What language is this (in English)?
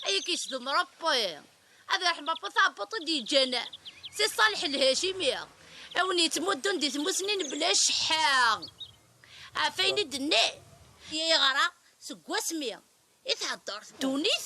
Kabyle